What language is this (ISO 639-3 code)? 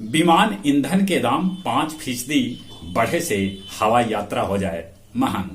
mag